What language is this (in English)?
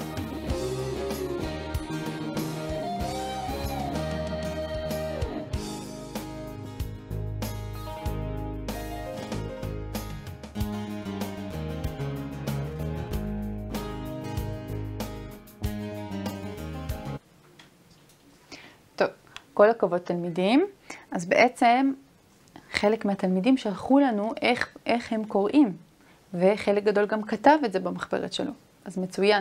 Hebrew